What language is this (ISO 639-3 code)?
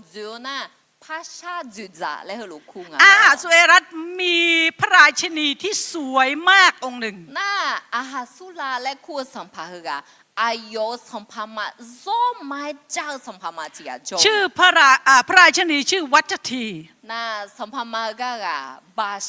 ahk